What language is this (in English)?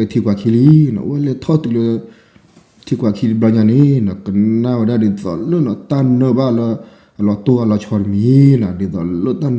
S'gaw Karen